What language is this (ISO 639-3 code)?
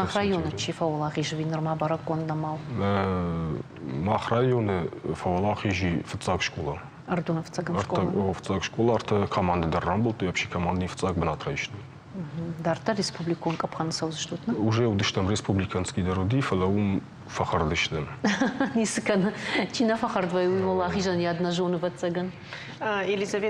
oss